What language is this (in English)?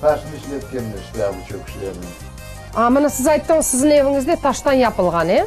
Crimean Tatar